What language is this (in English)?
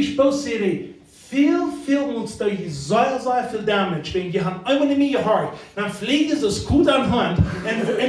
Plautdietsch